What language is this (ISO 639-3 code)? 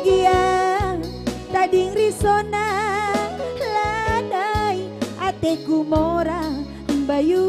btx